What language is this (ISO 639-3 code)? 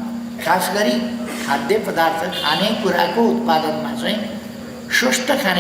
nep